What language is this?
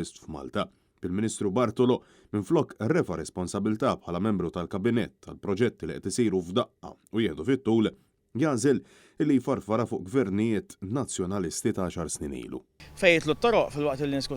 Maltese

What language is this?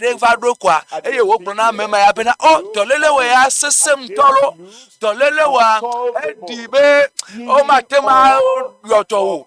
Ewe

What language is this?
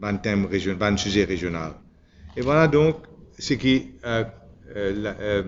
Morisyen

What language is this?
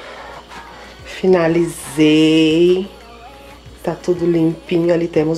Portuguese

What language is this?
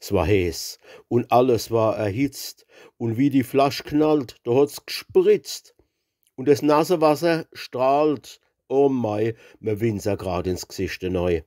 Palatine German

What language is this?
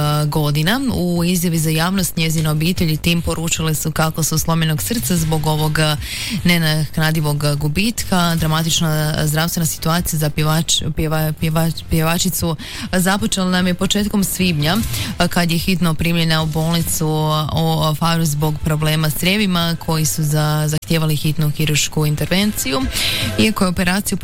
Croatian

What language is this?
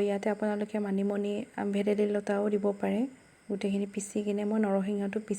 Assamese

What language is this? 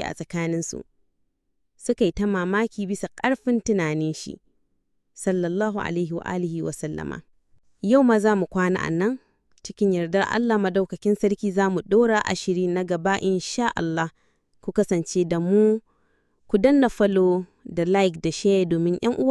Hausa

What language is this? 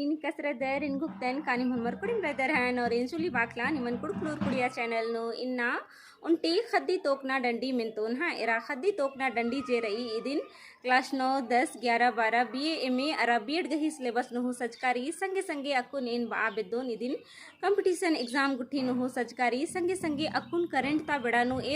Kurukh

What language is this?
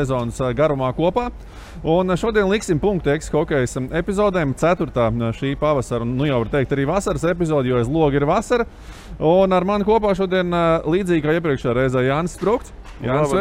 Latvian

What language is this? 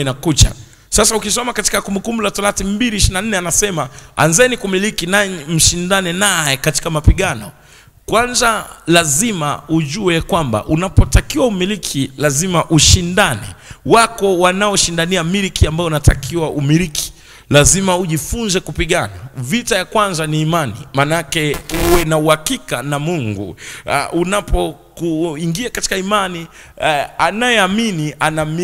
Swahili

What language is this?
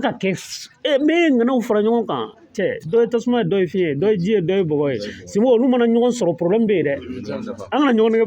Bambara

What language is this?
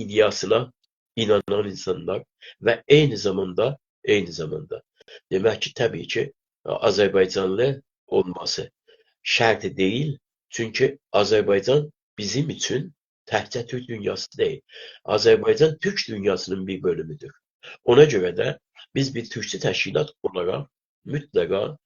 South Azerbaijani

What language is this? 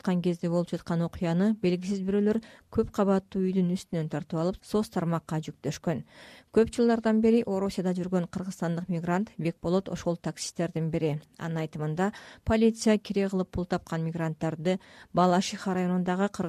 Kyrgyz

